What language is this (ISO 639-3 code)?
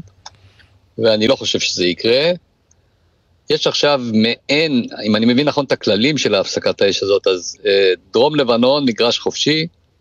heb